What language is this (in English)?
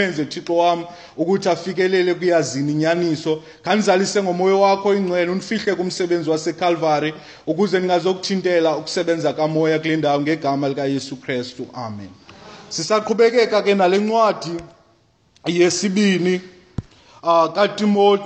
Xhosa